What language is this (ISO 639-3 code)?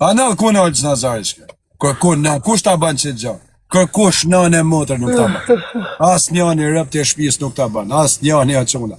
sqi